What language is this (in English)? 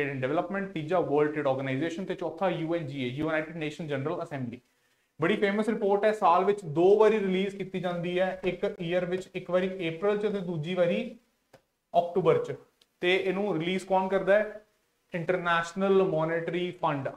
Punjabi